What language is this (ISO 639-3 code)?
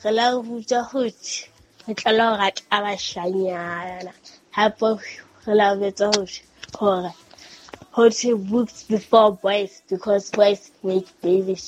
sot